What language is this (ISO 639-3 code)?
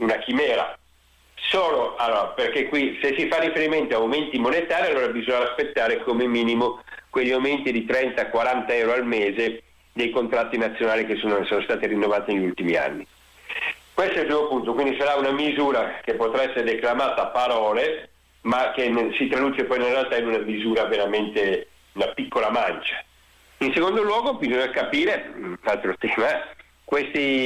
ita